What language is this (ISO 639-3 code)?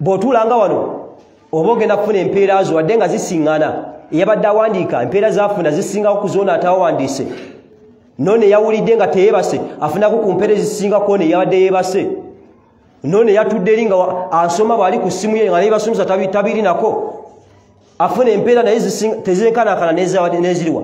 lug